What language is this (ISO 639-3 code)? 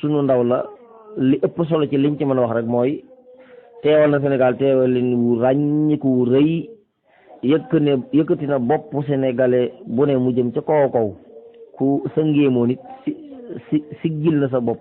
wol